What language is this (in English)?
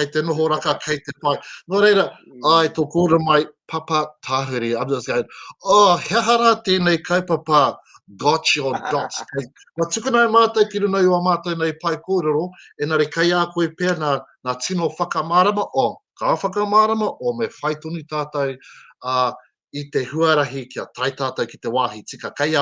Māori